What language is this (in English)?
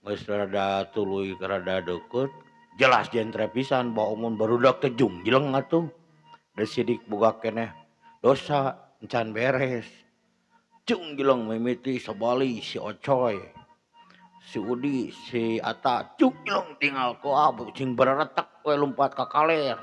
Sundanese